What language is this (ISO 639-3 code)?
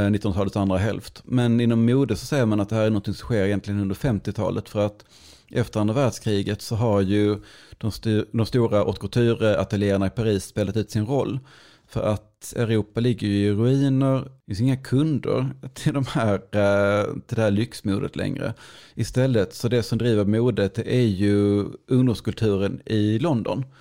swe